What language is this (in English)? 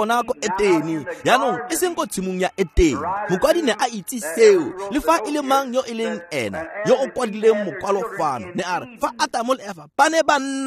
Tswana